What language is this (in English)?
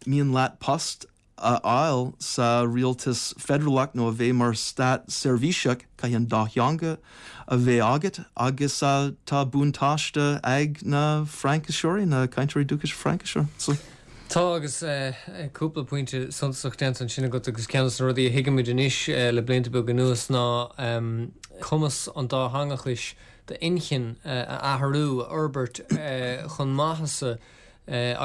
Irish